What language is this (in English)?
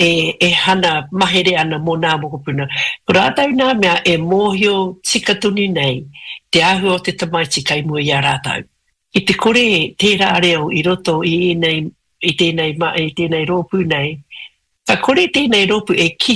Māori